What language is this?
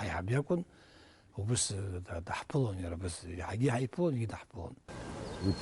Abkhazian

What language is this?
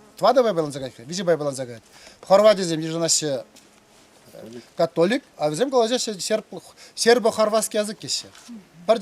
Chuvash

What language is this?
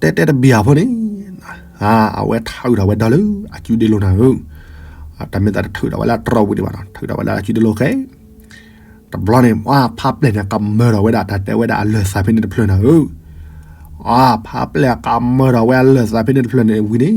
S'gaw Karen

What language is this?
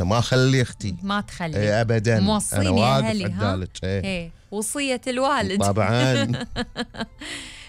Gulf Arabic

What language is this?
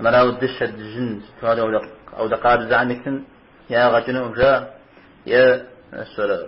Kabardian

